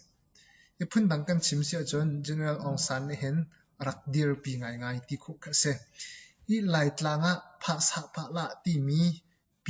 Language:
Hakha Chin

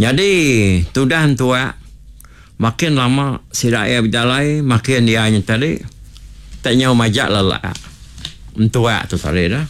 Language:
Iban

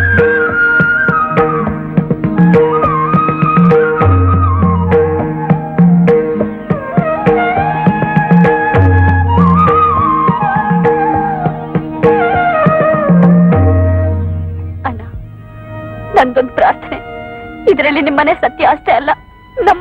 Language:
Kannada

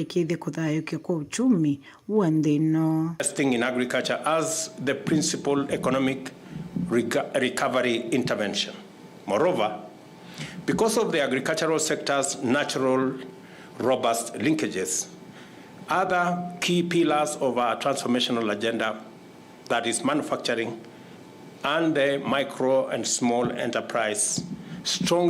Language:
Kamba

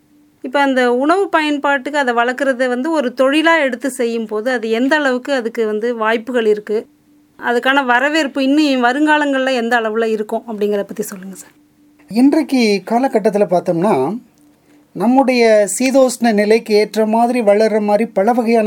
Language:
Tamil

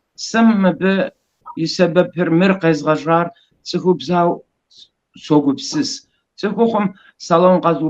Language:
Kabardian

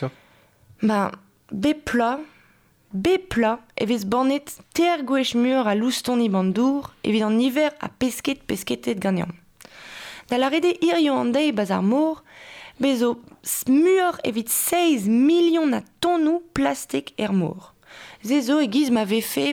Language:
Breton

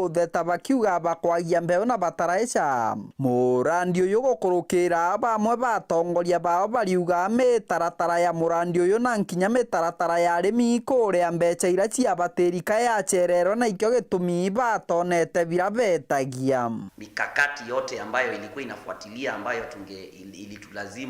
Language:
Meru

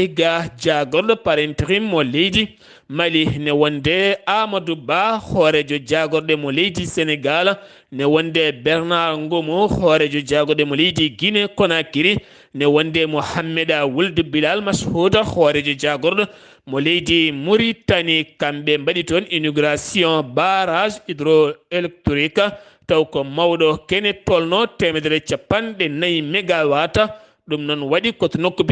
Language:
Fula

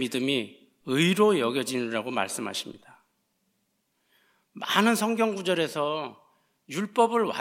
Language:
Korean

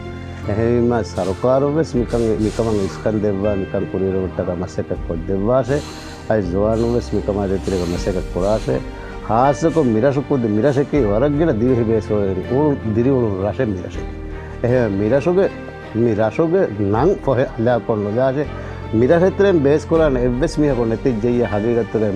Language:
Divehi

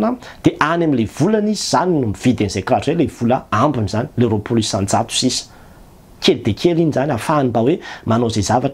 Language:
Malagasy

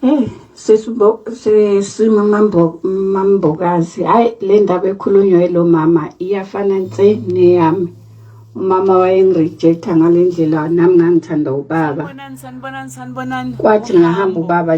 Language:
Zulu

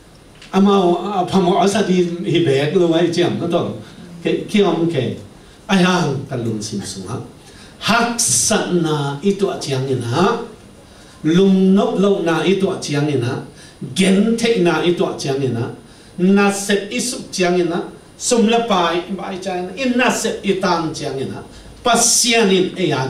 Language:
Tedim Chin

